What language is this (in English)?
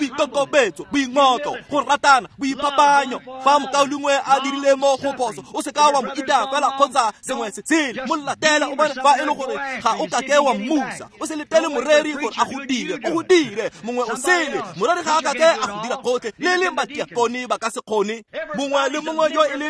Tswana